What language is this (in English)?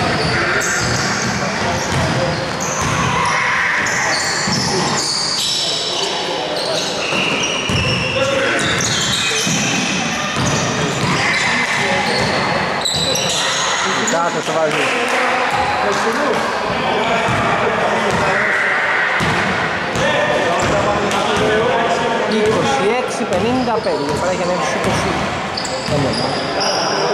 Greek